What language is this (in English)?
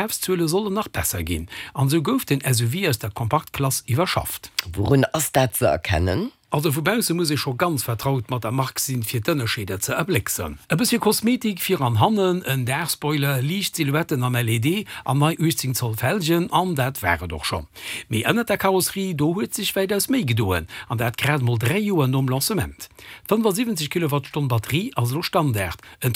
Luxembourgish